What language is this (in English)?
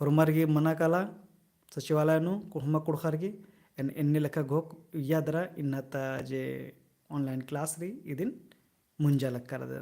Kurukh